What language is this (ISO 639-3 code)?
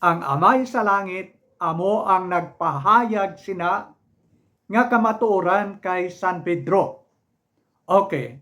hil